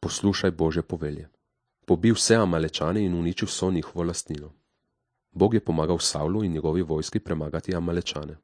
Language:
Slovenian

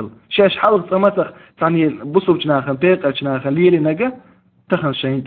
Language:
Chechen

